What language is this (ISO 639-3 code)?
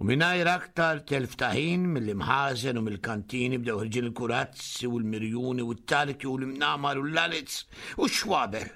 mlt